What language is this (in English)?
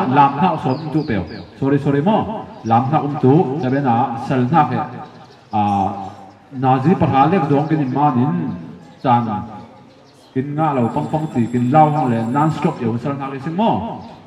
Falam Chin